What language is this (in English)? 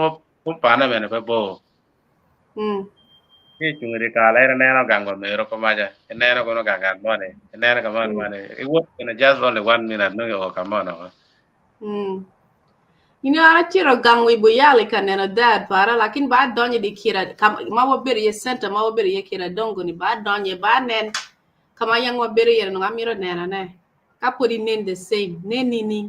Acoli